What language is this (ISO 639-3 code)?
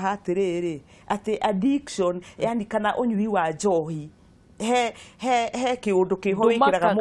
kik